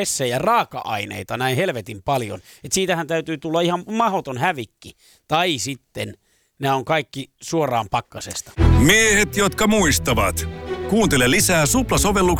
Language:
Finnish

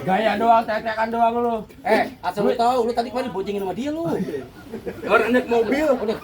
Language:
Betawi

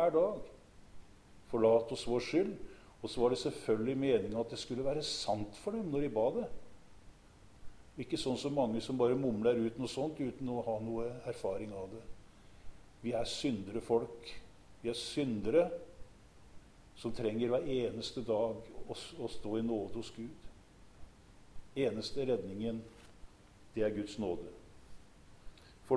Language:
Norwegian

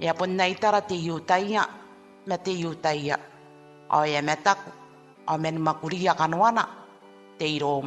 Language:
Gilbertese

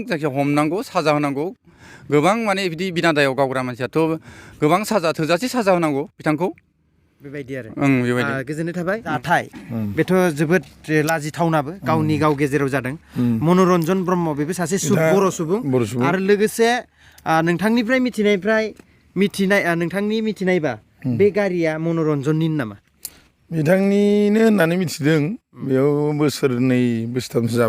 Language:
Bodo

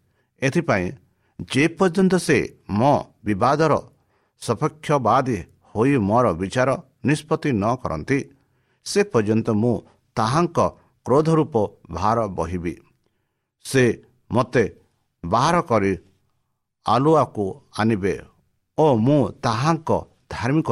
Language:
Odia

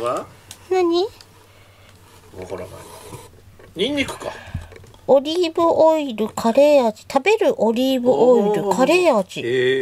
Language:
Japanese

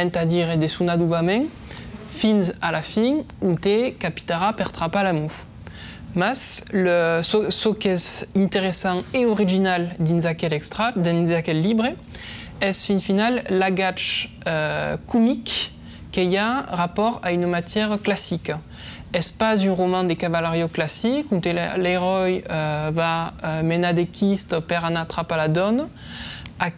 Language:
Occitan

